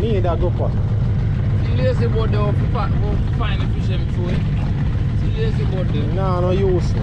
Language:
Jamaican Creole English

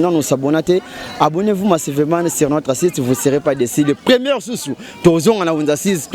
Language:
Lingala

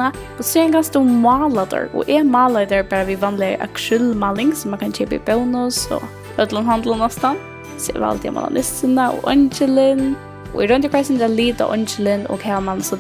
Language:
Faroese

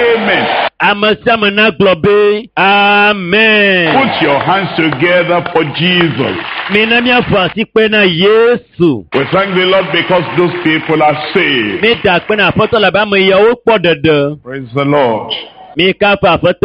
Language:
Ewe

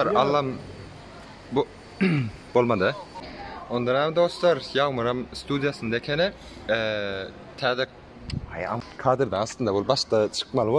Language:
Turkmen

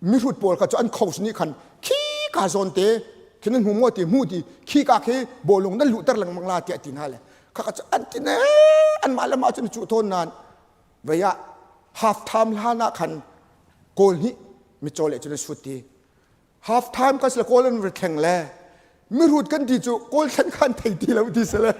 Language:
Hakha Chin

